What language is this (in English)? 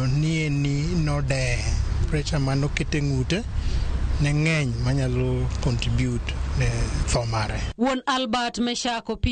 Luo (Kenya and Tanzania)